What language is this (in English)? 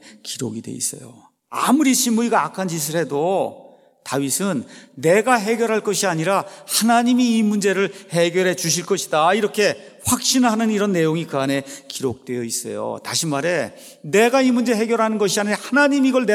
Korean